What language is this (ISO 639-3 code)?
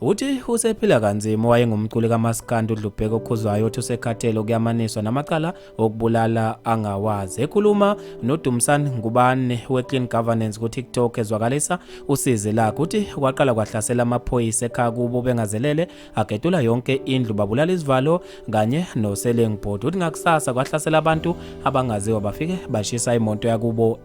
zul